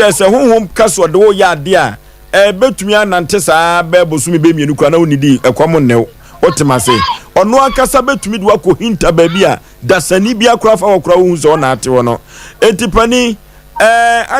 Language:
Akan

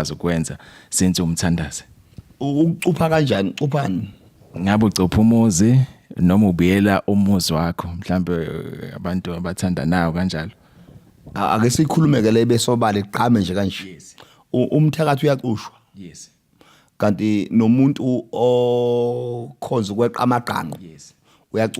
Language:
Zulu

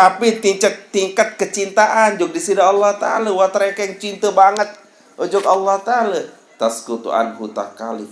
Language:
Sasak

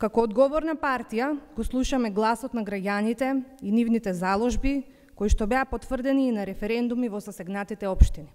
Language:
Macedonian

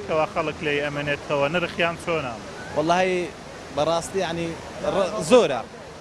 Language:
Central Kurdish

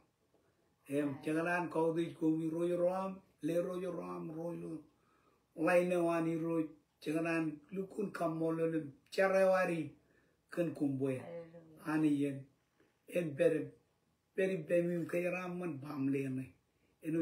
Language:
Marshallese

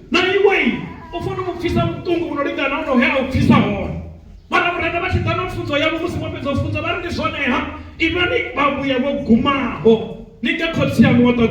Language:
Venda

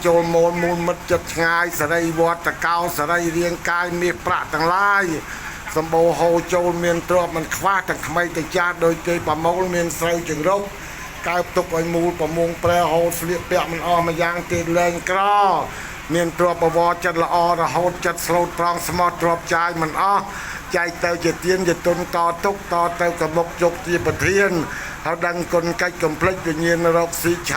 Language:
Khmer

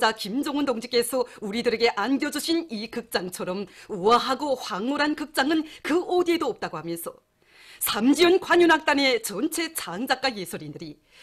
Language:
Korean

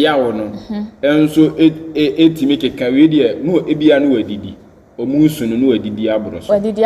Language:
Akan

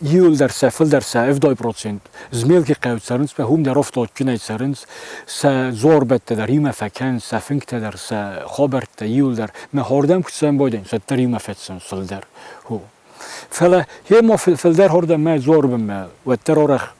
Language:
Ossetic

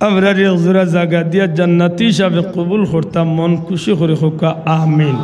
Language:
Sylheti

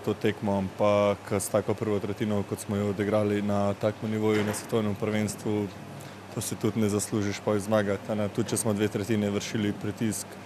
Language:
Slovenian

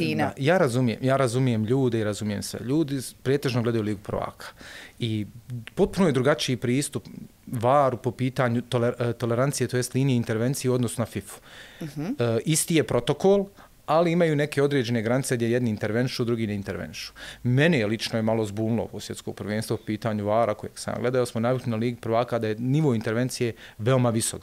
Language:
Bosnian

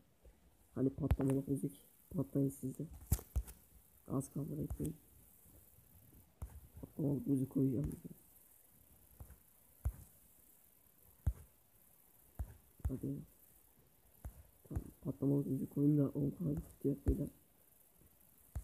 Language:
Turkish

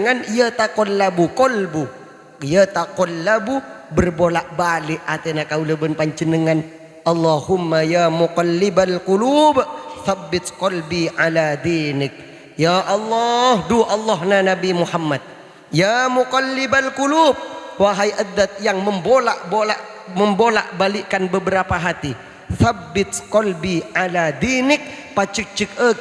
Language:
Madurese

